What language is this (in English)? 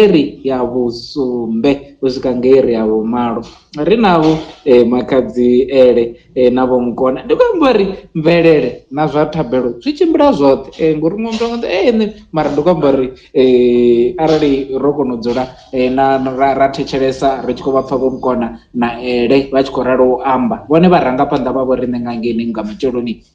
Venda